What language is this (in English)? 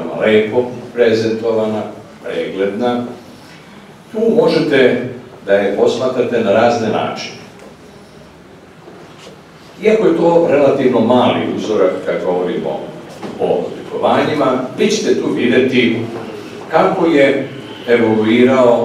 Serbian